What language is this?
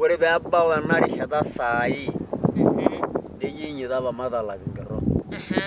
Masai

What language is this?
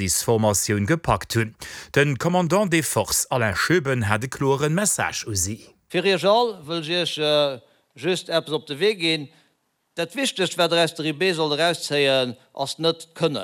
Luxembourgish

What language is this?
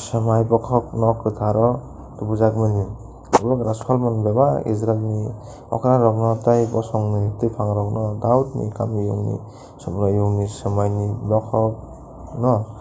Kok Borok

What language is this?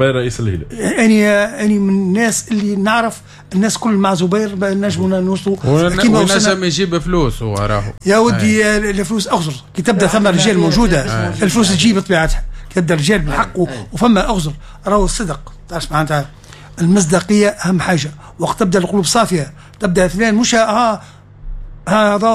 Tunisian Arabic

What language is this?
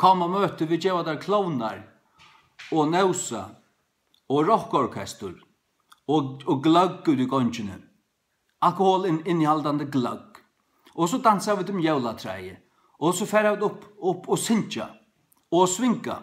Faroese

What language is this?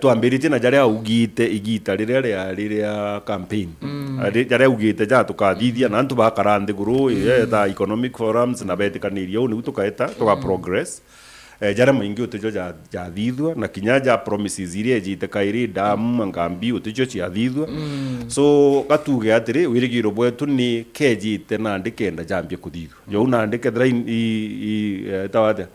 Meru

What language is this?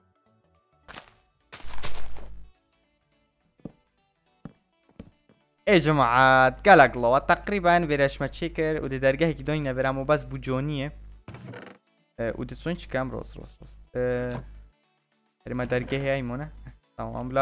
Kurdish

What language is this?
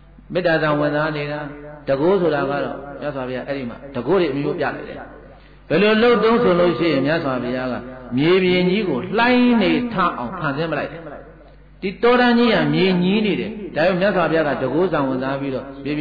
Burmese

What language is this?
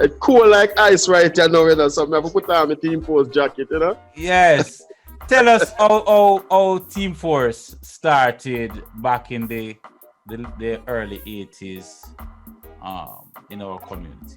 Jamaican Creole English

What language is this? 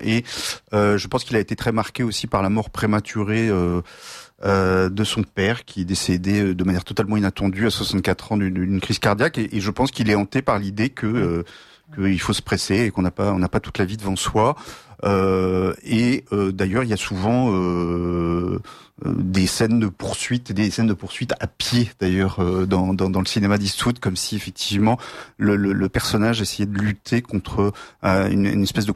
French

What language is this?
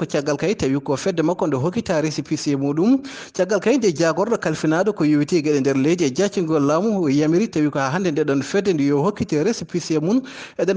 Fula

